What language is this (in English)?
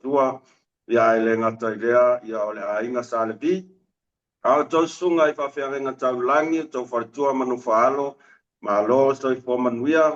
Samoan